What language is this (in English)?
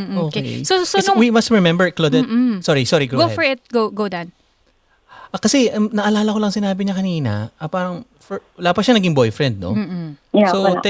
Filipino